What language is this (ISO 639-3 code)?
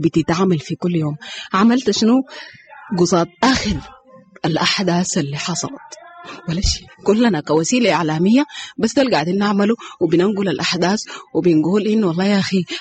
apd